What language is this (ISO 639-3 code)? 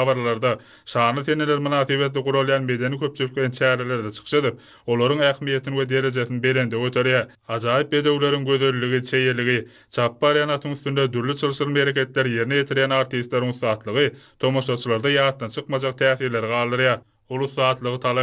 tuk